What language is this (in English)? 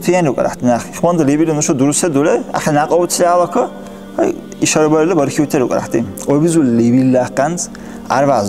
Dargwa